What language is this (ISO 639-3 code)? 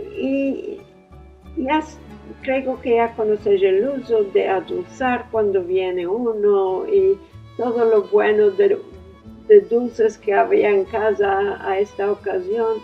lad